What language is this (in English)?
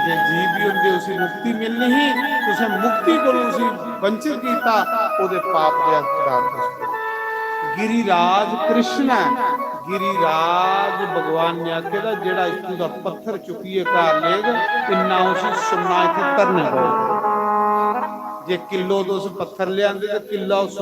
Dogri